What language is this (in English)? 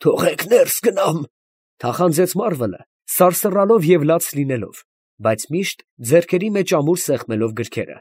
Armenian